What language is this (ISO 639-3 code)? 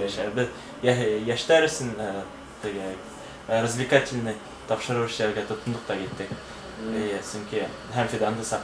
bak